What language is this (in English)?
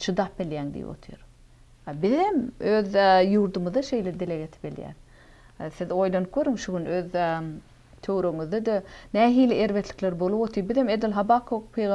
Turkmen